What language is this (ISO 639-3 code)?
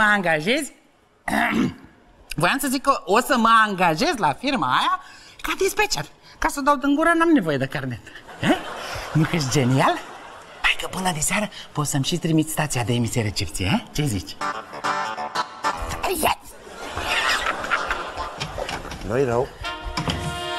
ron